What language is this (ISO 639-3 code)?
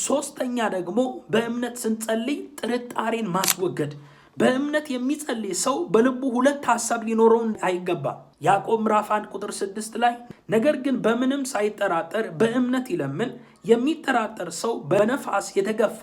amh